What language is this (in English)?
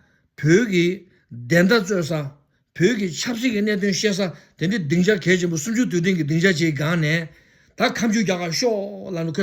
Tibetan